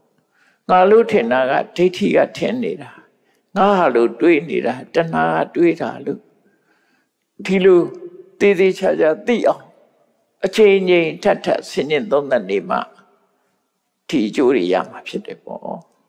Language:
Burmese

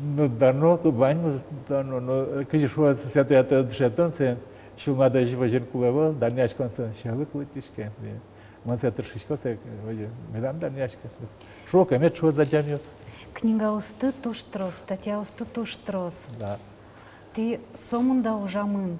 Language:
Udmurt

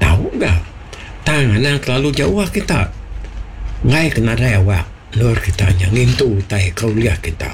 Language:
Iban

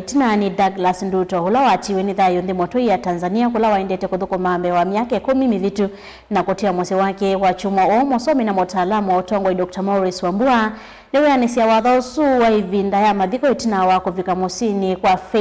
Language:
Kamba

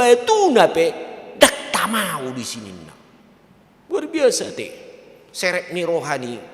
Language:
Batak Toba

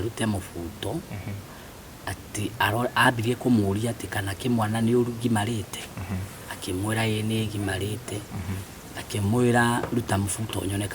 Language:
Kikuyu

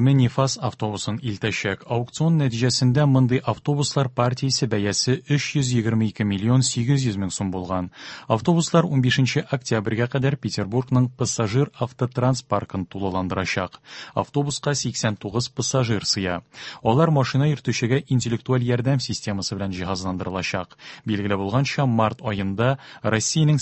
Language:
Tatar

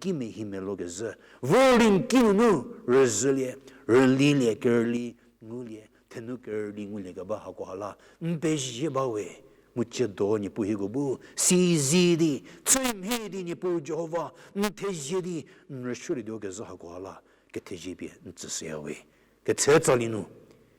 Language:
Angami Naga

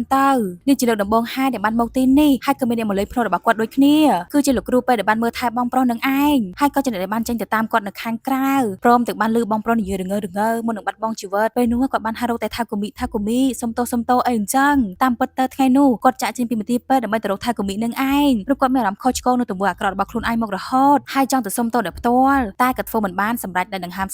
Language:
Khmer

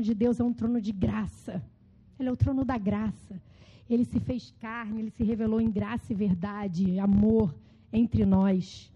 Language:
Portuguese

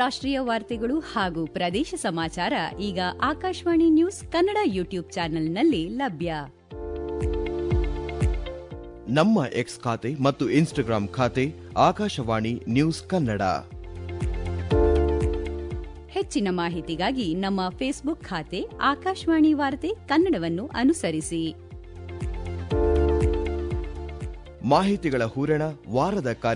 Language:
Kannada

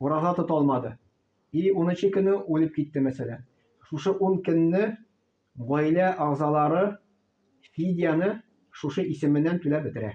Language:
Tatar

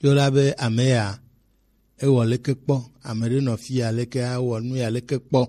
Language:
Gen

